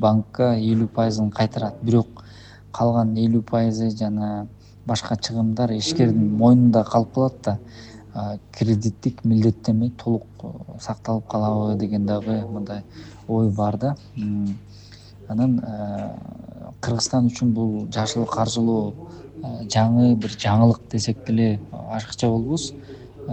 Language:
Kyrgyz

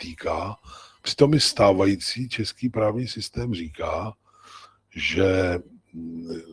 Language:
Czech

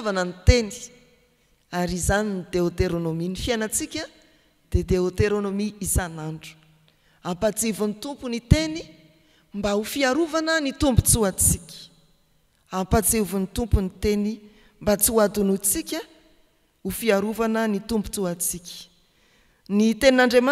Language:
Malagasy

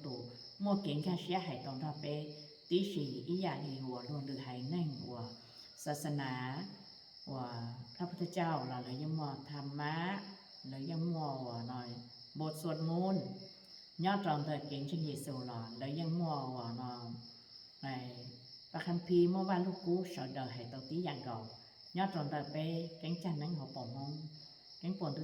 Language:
Hmong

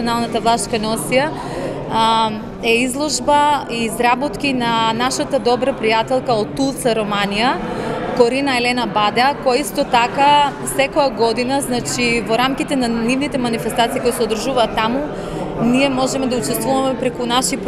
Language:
Macedonian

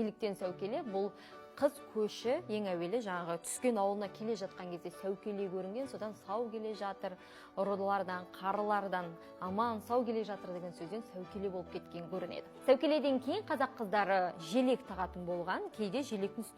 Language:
Kazakh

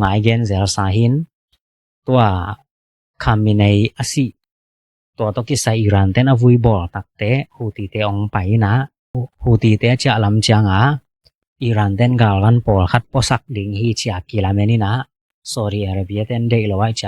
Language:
Tedim Chin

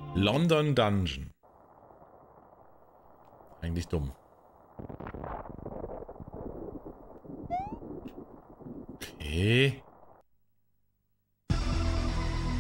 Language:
German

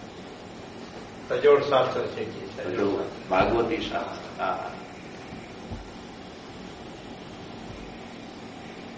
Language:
Gujarati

